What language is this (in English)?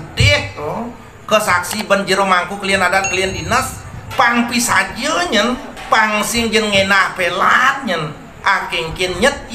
Balinese